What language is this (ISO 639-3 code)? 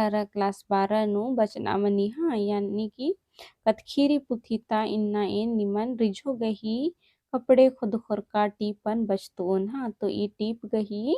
kru